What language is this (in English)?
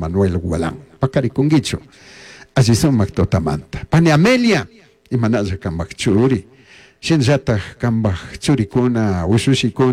Chimborazo Highland Quichua